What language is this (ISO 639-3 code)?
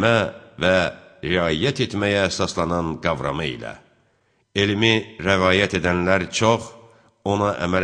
aze